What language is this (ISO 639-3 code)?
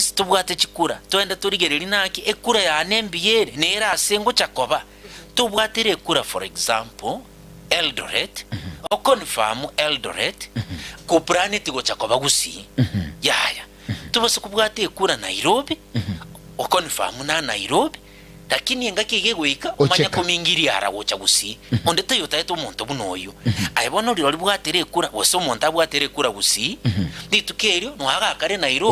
guz